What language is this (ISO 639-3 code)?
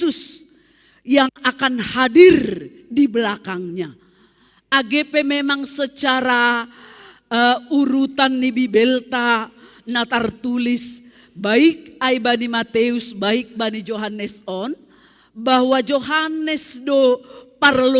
bts